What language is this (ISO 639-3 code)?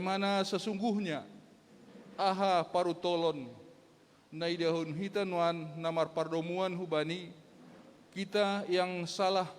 bts